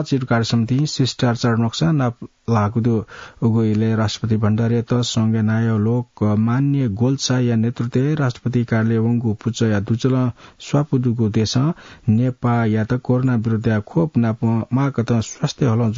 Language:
Newari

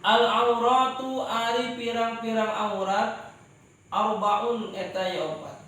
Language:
Sundanese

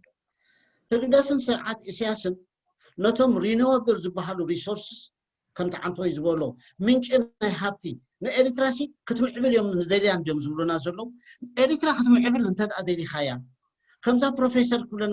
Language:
Tigrinya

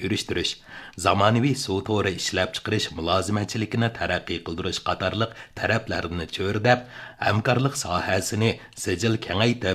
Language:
Uyghur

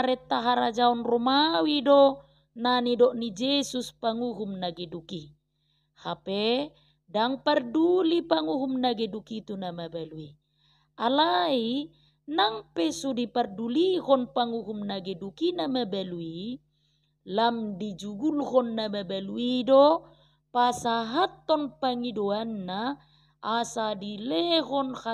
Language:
Batak Toba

